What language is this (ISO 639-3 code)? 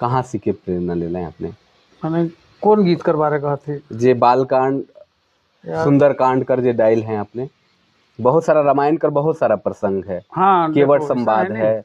sck